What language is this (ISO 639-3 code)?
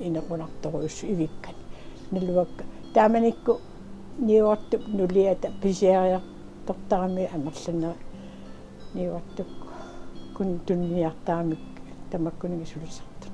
kal